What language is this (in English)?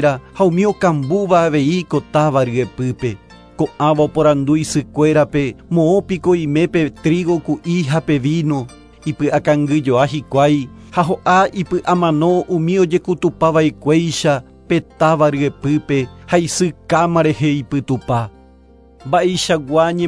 Guarani